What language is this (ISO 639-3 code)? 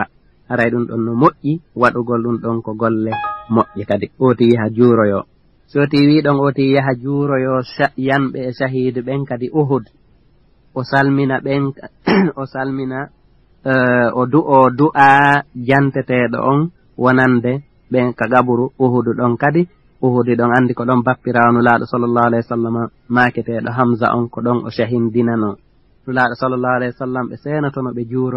ful